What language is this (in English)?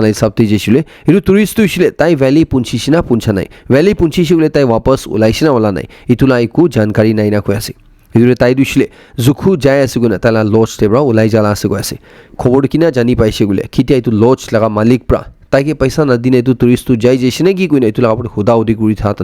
Naga Pidgin